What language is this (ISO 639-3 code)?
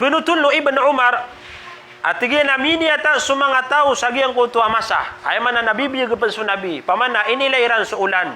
mrw